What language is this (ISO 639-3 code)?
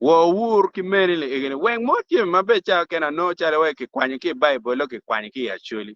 ach